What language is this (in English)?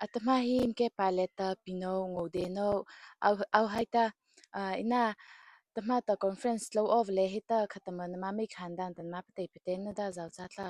Mara Chin